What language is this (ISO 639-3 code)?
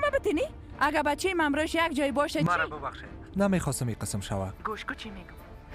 fas